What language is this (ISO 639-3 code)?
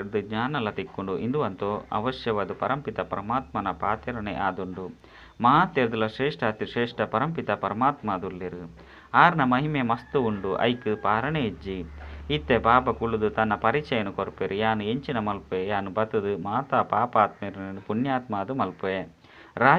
tcy